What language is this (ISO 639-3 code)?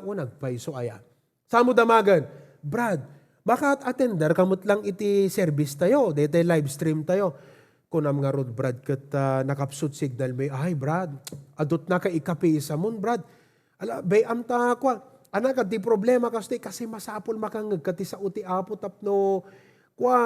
ilo